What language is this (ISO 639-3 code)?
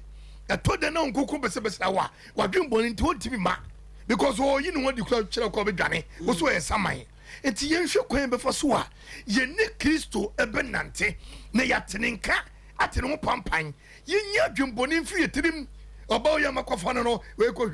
aka